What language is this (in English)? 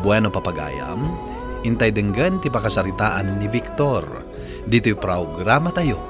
Iloko